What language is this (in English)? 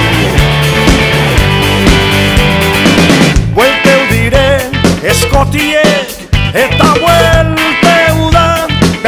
Basque